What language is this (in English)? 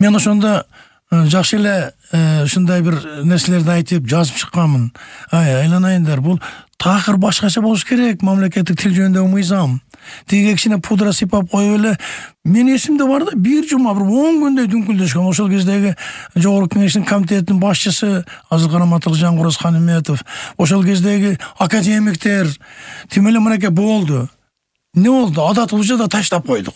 Kyrgyz